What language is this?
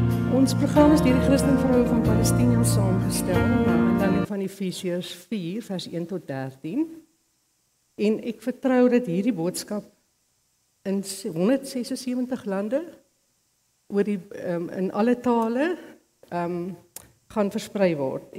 Afrikaans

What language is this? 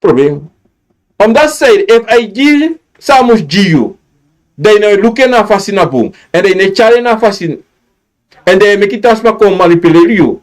Sranan Tongo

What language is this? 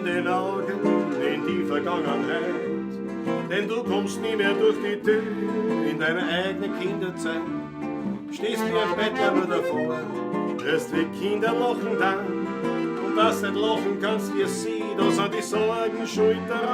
Bavarian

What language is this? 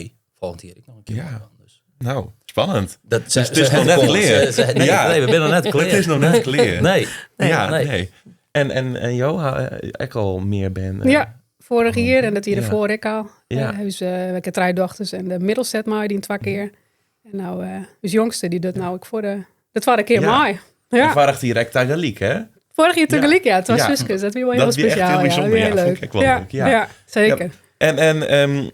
Western Frisian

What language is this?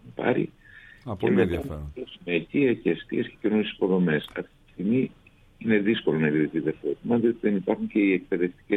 Greek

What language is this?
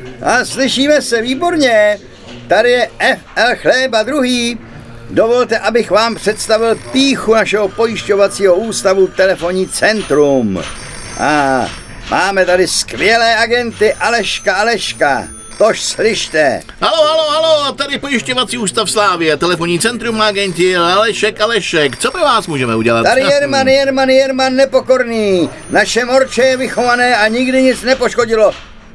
Czech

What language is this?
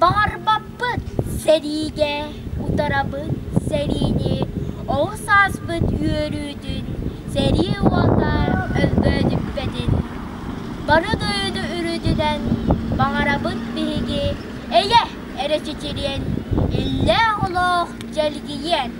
Yakut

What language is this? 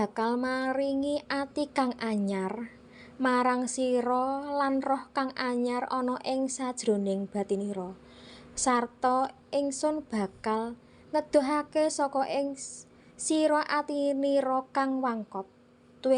Javanese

